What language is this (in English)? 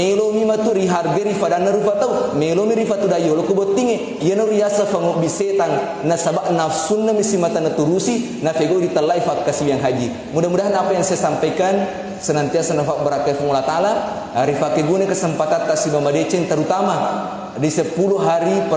Buginese